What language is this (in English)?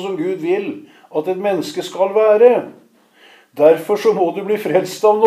Norwegian